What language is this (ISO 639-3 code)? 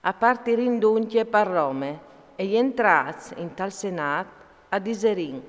fur